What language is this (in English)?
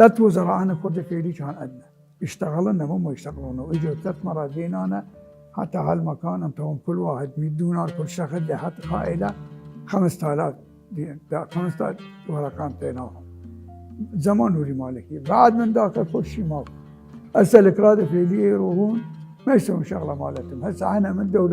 Mesopotamian Arabic